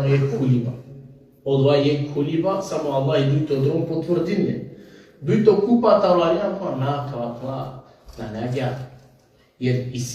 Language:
Balkan Romani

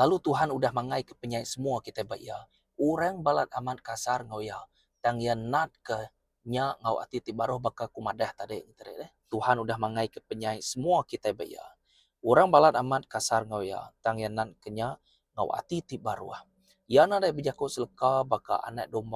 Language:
Iban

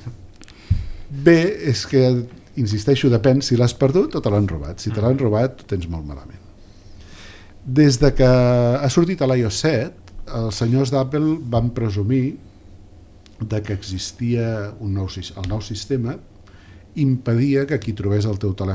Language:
Catalan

